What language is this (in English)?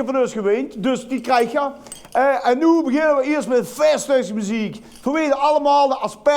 Limburgish